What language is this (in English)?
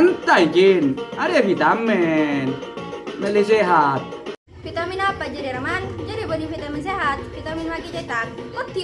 Madurese